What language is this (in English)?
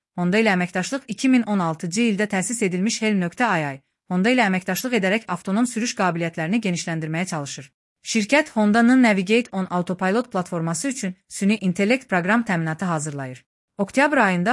Azerbaijani